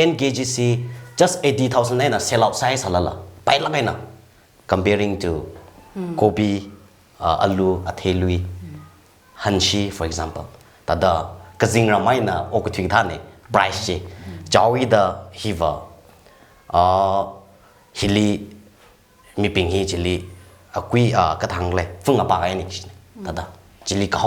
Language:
Tangkhul Naga (India)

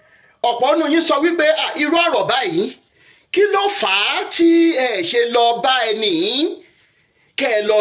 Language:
Yoruba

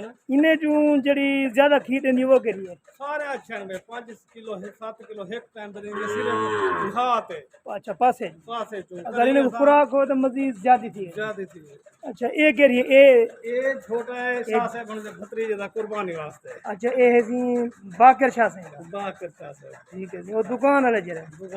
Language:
Saraiki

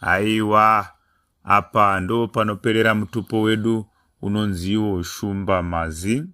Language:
Shona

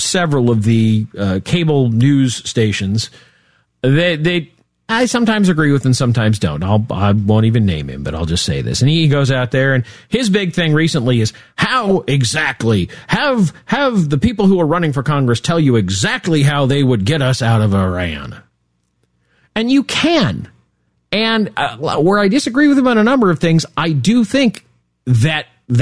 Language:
English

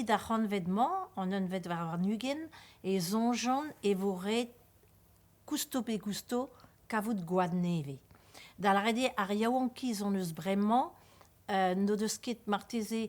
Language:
Breton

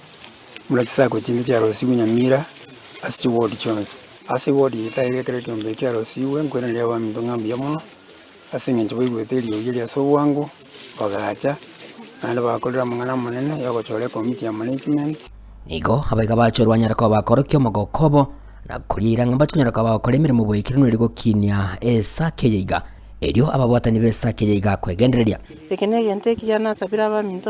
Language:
Gusii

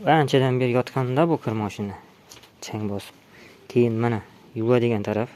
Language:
Uzbek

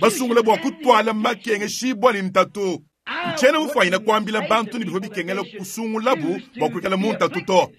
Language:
Luba-Lulua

